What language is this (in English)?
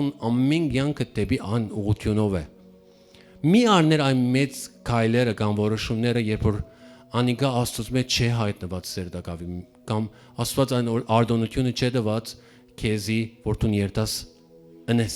Western Armenian